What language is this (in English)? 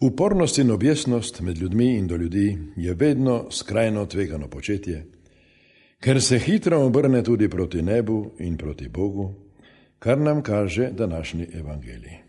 Slovenian